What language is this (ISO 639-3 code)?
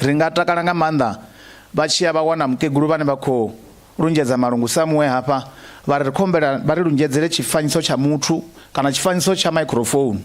ven